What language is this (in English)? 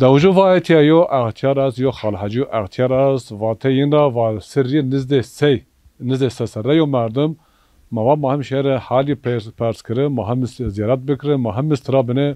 Zaza